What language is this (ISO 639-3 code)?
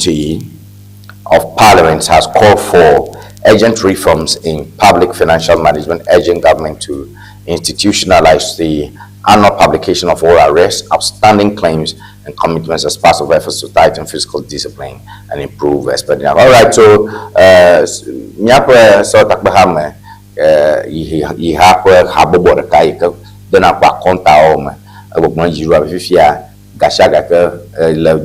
ewe